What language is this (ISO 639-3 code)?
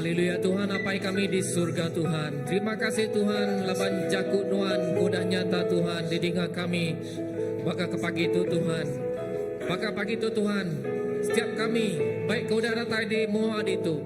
iba